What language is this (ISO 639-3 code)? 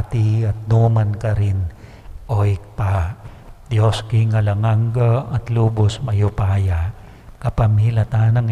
pam